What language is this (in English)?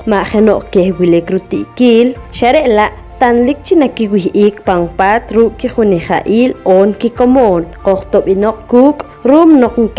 Poqomchi'